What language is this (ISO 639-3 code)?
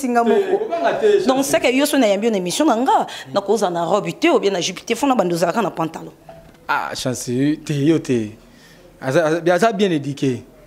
lin